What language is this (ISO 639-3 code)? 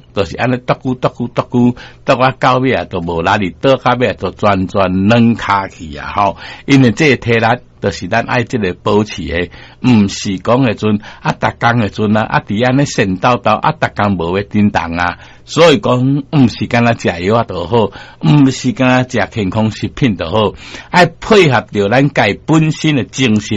nan